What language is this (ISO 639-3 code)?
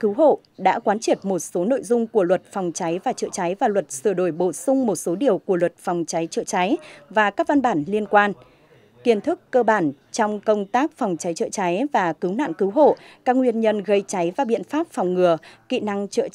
vie